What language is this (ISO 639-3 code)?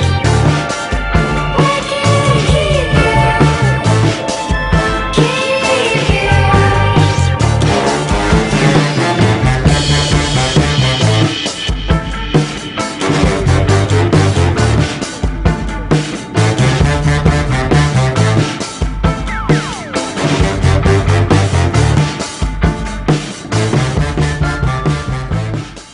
eng